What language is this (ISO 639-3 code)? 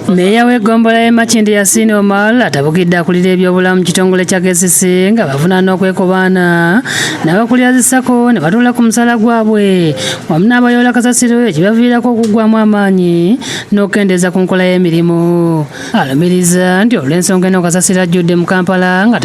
lug